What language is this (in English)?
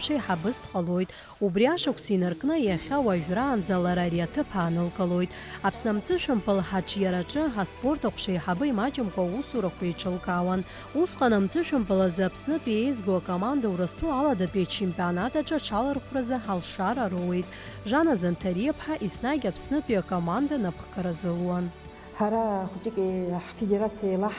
Abkhazian